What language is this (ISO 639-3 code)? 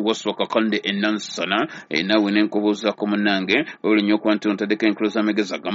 lug